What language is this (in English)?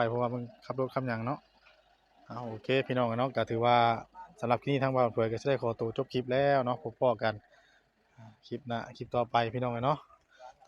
Northeastern Thai